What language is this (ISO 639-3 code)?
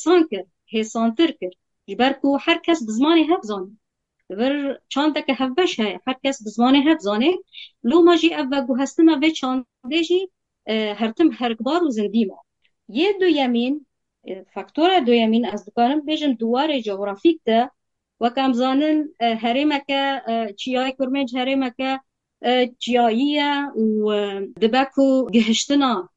kur